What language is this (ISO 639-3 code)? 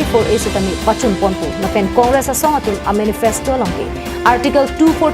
mjw